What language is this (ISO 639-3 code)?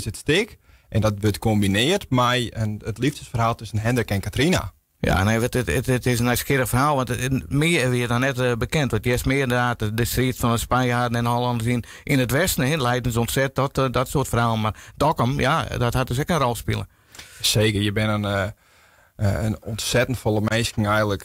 fry